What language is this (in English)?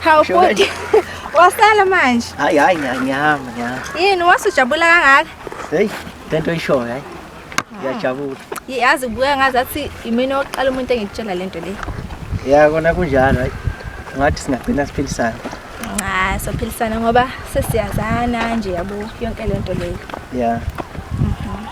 Zulu